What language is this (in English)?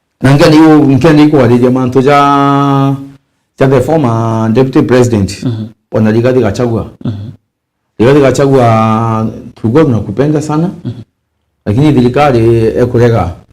Meru